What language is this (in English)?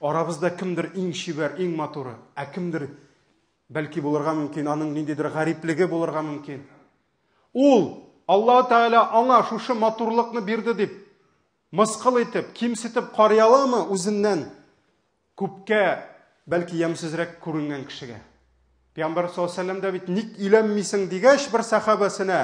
Tatar